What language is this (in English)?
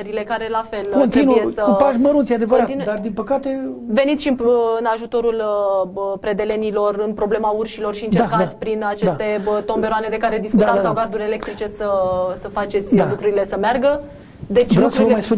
Romanian